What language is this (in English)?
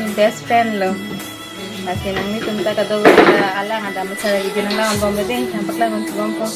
Karbi